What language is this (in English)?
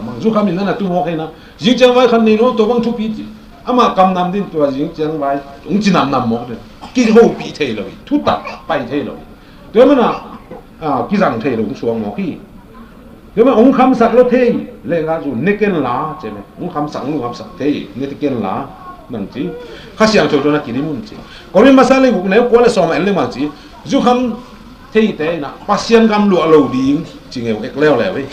Tedim Chin